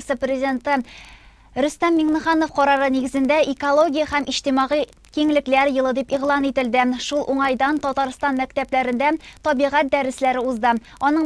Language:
Tatar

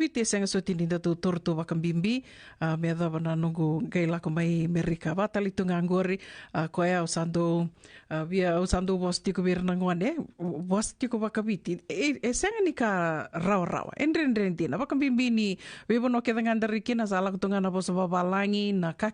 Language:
Fijian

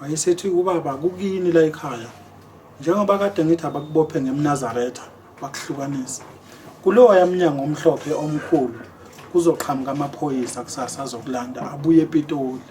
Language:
Zulu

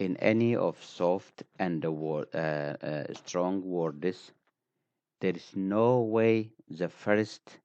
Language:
English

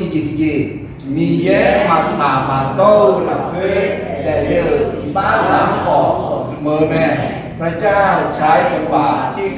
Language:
Akha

